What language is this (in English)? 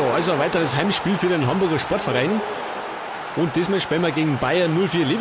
Bavarian